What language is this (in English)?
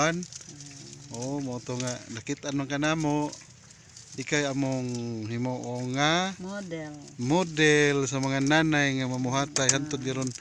Cebuano